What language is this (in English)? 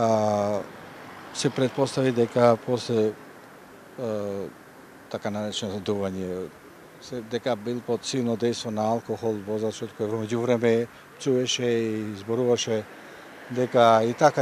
Macedonian